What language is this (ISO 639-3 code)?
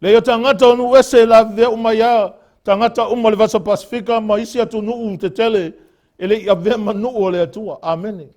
smo